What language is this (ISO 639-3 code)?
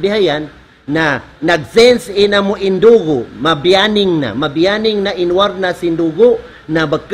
tsg